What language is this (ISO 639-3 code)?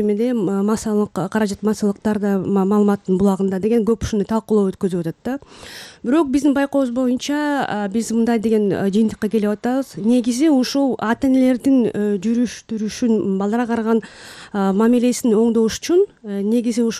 kir